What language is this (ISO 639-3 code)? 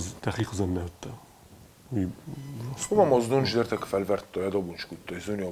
oss